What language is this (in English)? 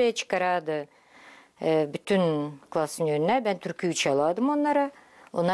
Gagauz